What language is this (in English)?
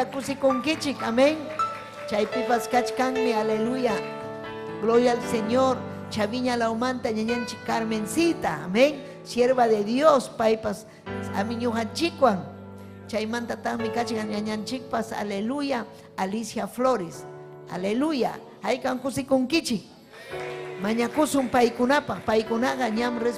Ayacucho Quechua